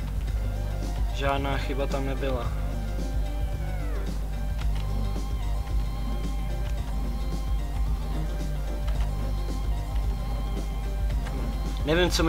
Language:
Czech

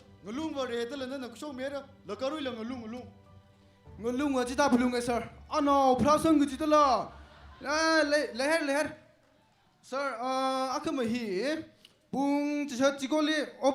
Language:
Tangkhul Naga (India)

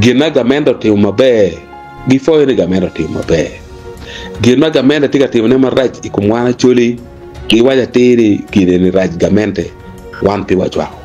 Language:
Acoli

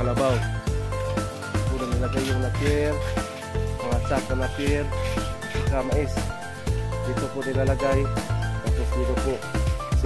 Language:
Filipino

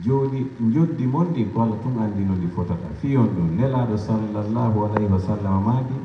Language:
Pular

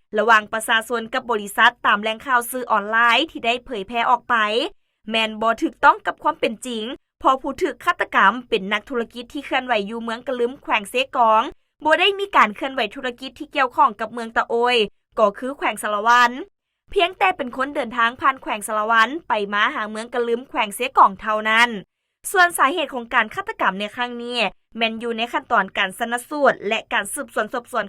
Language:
Lao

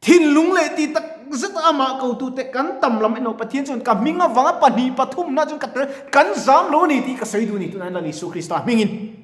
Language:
Mizo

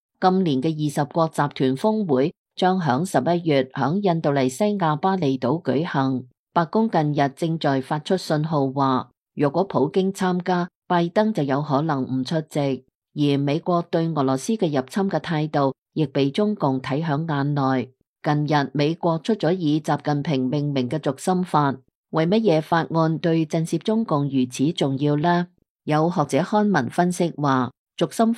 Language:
Cantonese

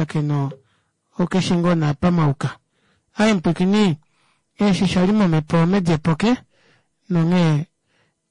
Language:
Kuanyama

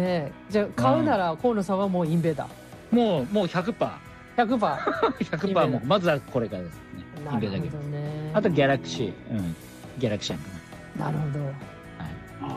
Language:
Japanese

